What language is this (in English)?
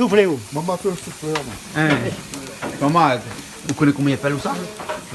Réunion Creole French